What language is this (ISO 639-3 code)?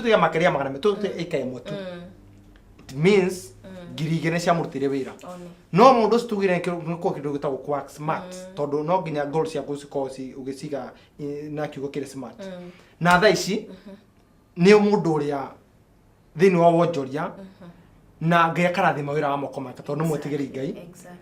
kik